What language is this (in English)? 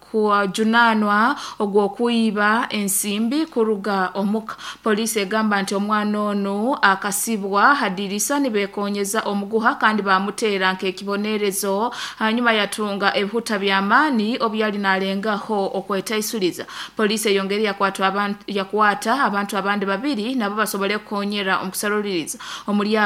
Nyoro